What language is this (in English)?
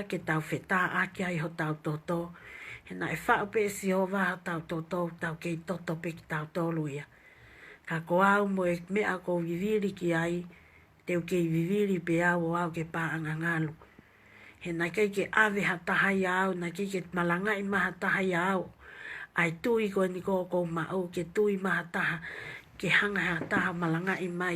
Tongan